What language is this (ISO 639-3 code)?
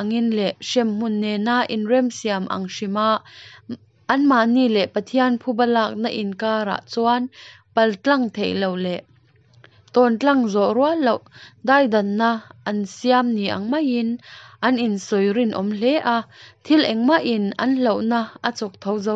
lus